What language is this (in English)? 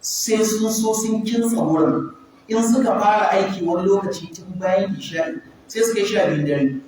Hausa